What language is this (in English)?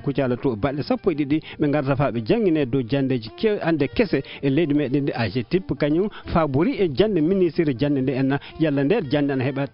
Fula